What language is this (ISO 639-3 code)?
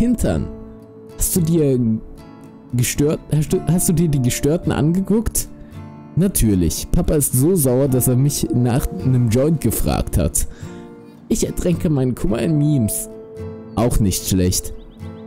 deu